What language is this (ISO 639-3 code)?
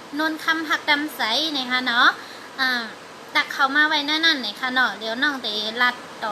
shn